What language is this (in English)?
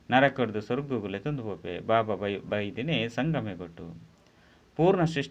Tulu